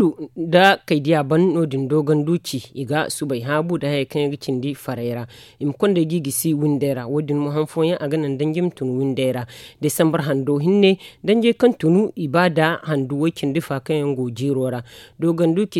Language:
Zarma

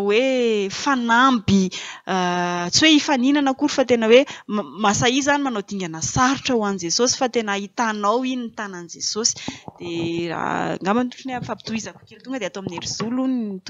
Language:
Malagasy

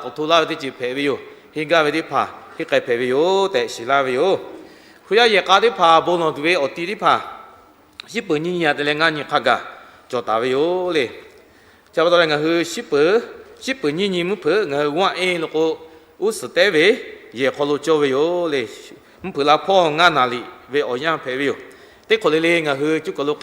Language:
Lahu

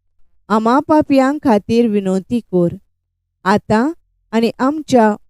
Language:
Konkani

